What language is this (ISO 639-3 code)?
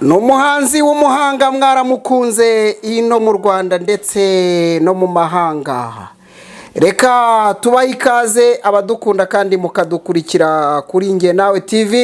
kin